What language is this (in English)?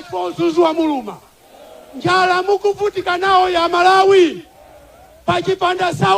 Nyanja